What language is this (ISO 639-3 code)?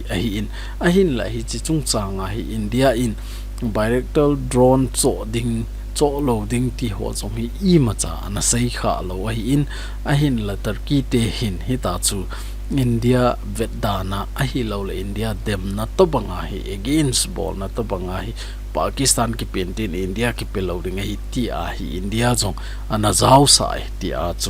tcz